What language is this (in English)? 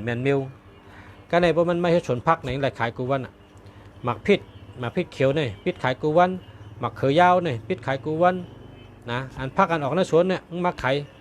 Shan